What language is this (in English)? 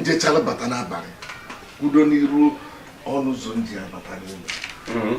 Igbo